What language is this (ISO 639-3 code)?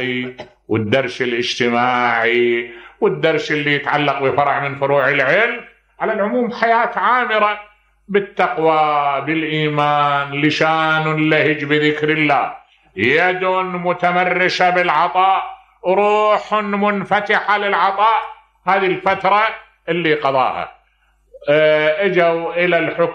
acm